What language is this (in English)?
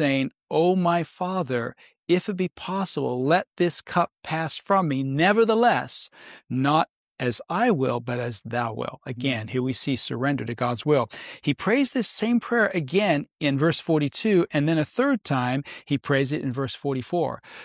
English